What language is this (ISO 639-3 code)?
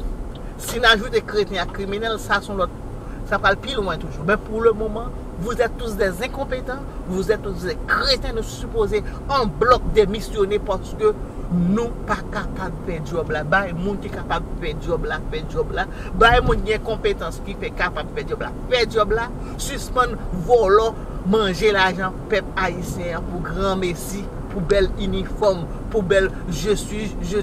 hat